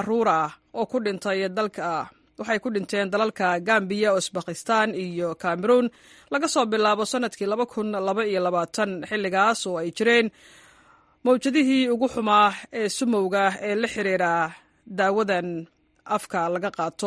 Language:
Somali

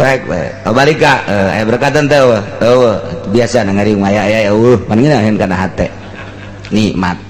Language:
Sundanese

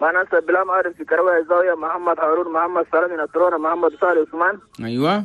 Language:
Chadian Arabic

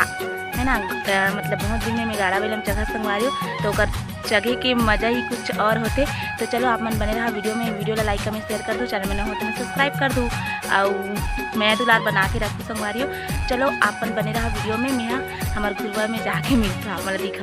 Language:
Chhattisgarhi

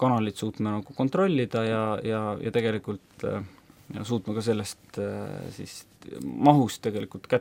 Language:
Estonian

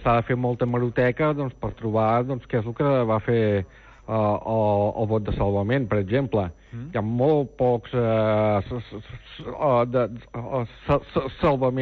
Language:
Catalan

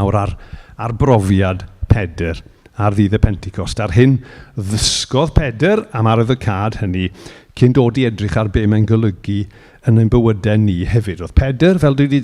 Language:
Welsh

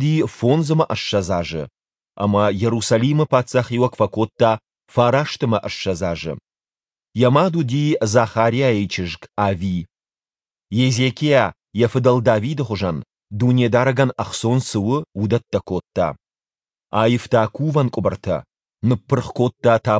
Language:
Ossetic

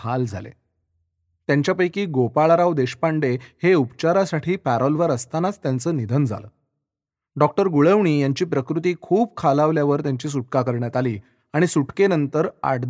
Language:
Marathi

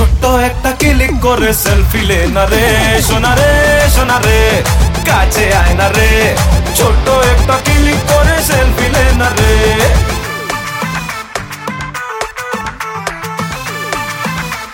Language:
Bangla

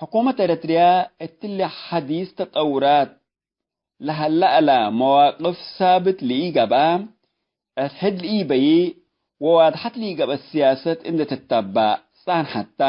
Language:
Tigre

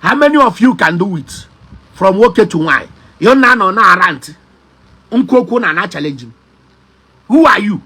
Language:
Igbo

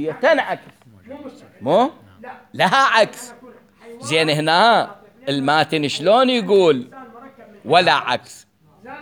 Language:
Mesopotamian Arabic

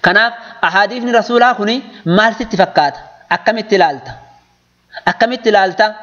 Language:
Oromo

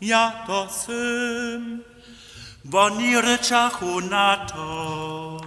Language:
Upper Sorbian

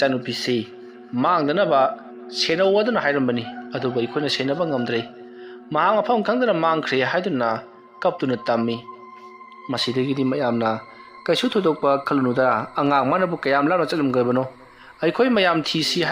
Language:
Manipuri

